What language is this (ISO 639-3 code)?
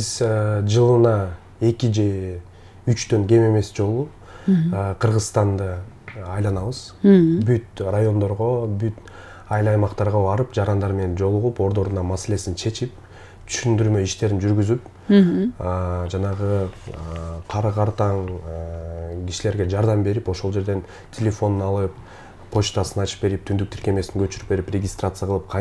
kir